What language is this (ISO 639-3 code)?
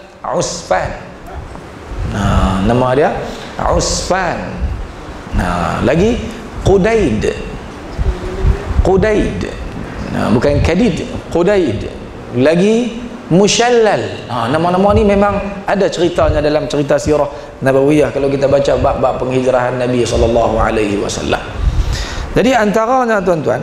msa